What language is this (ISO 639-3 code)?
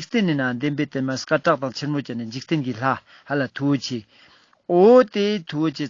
lbj